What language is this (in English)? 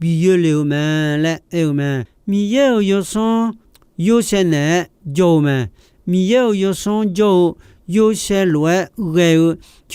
Akha